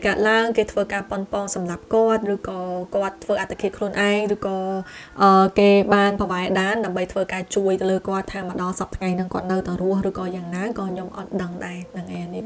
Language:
Khmer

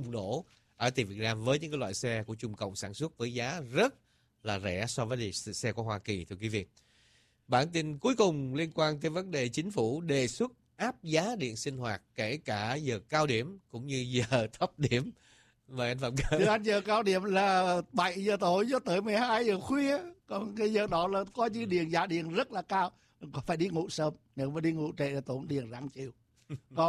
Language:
Vietnamese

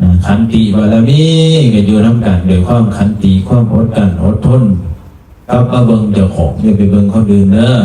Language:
Northeastern Thai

